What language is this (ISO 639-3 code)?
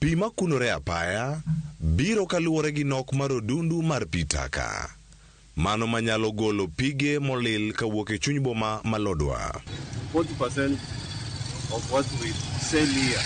luo